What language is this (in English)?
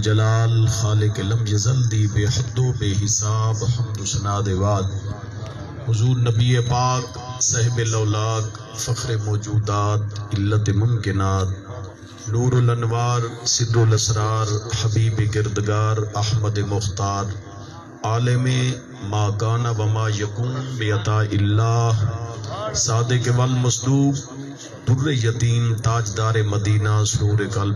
Saraiki